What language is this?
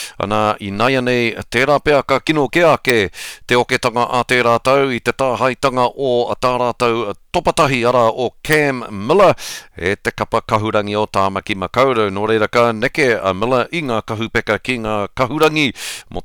Māori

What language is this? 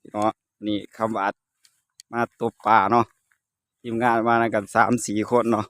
Northeastern Thai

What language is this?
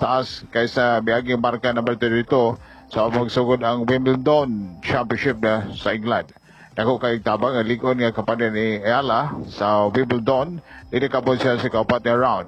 Cebuano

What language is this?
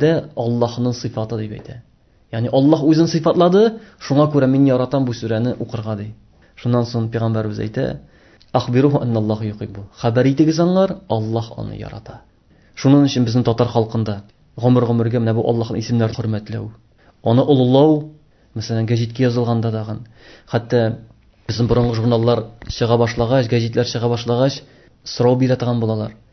Tatar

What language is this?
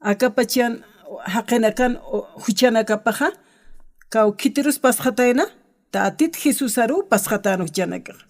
Aymara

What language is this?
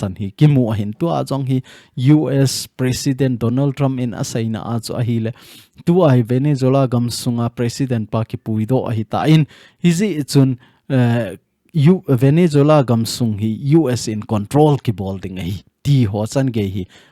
Thado Chin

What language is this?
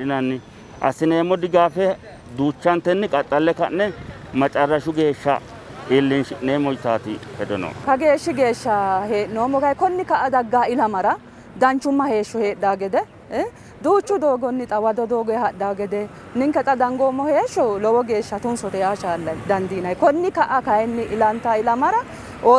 Sidamo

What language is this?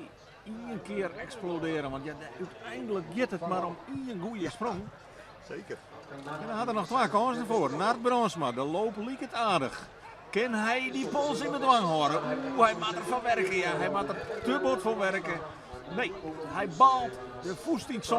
Western Frisian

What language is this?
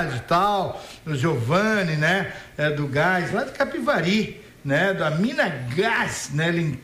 Portuguese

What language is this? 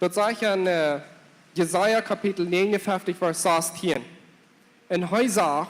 Plautdietsch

